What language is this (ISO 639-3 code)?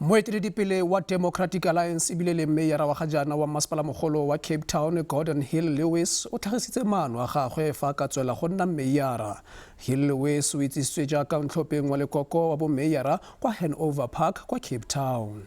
tsn